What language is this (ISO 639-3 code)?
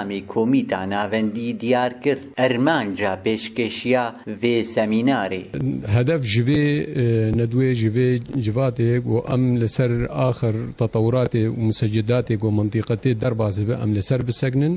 kur